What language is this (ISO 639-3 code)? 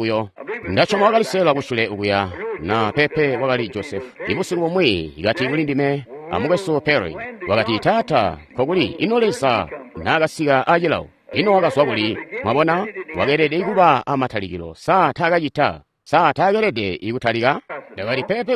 toi